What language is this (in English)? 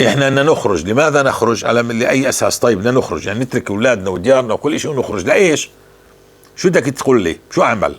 North Levantine Arabic